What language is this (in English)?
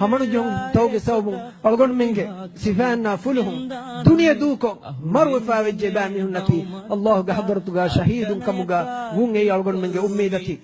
Divehi